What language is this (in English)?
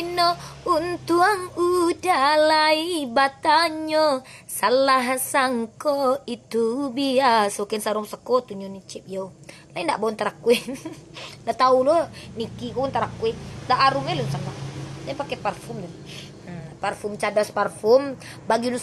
Minangkabau